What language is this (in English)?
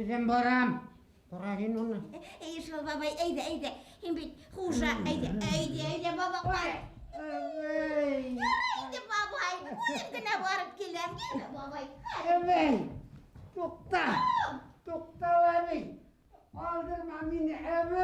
Bashkir